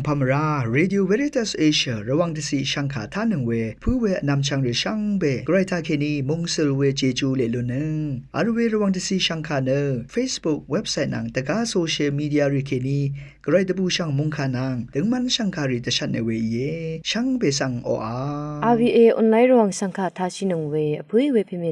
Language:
Rawang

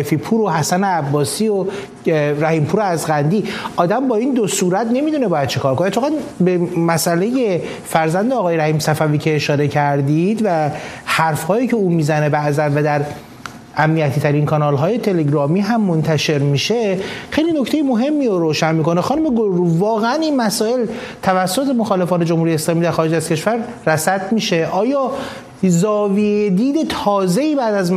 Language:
Persian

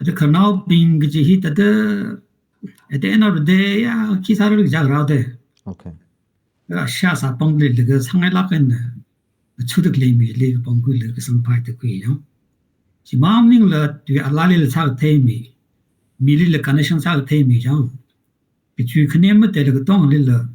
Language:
Tangkhul Naga (India)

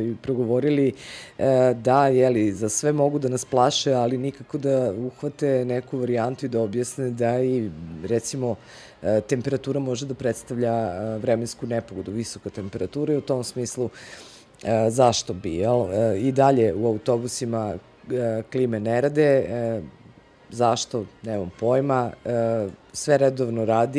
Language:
Serbian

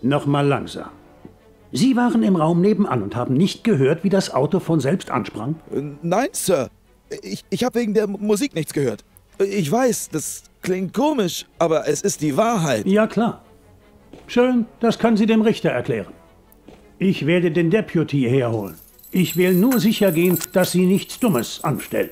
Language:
Bavarian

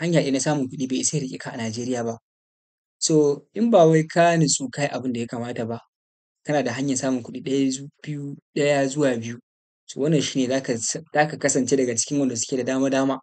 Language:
Hausa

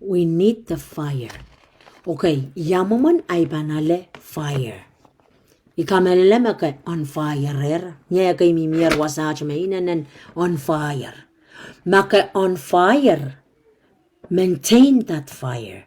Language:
Pohnpeian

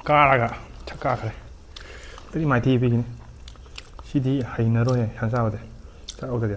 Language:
Manipuri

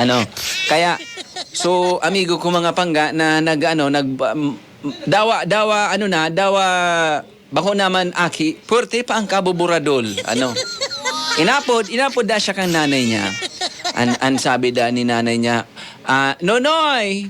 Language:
Bikol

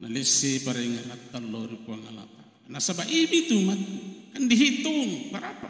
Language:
Buginese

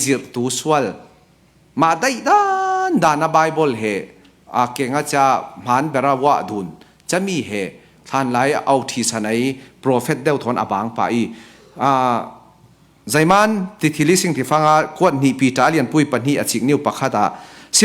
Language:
Falam Chin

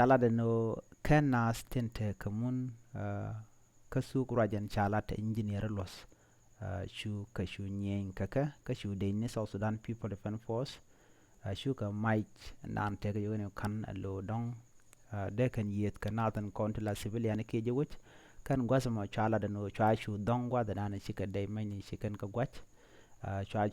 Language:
Nuer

